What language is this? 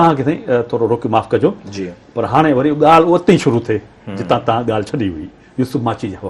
Sindhi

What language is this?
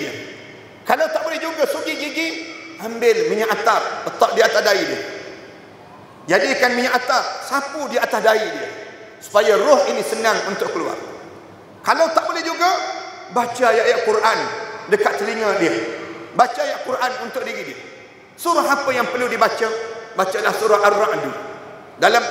Malay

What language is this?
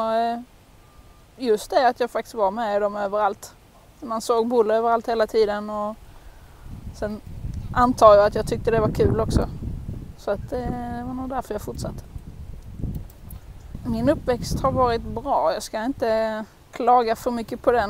Swedish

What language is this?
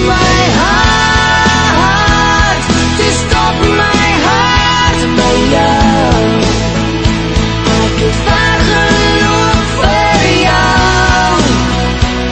Afrikaans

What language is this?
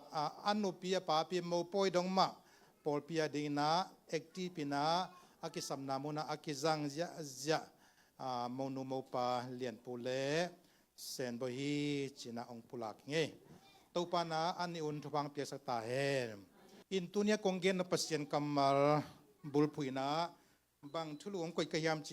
Tedim Chin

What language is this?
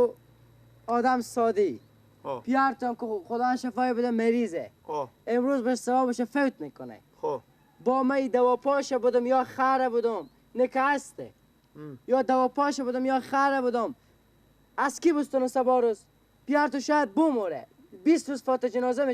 Persian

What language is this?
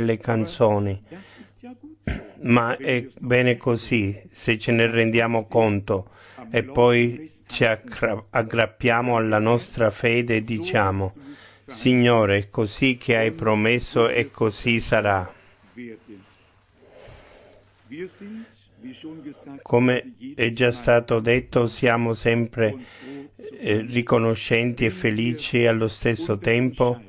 Italian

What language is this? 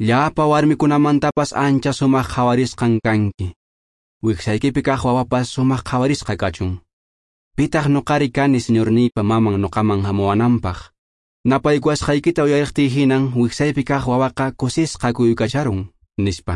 Quechua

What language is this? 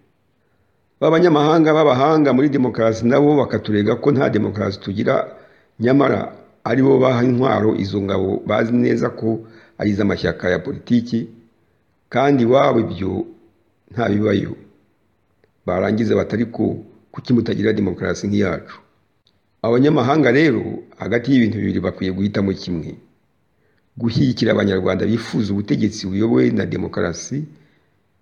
Kinyarwanda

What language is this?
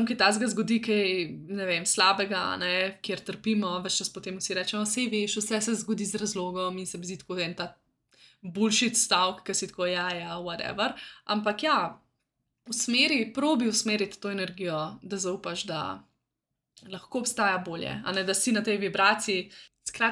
Slovenian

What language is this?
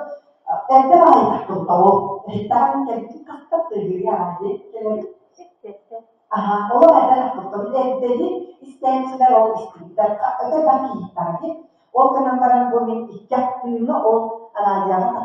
Yakut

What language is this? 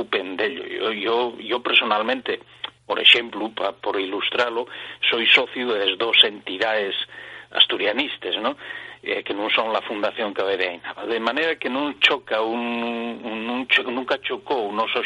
Asturian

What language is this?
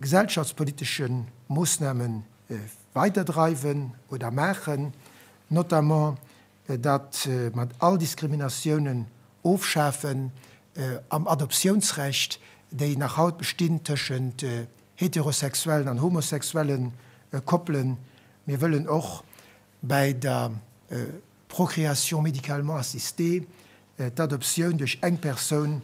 Luxembourgish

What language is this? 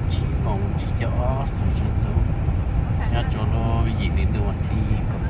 Hmong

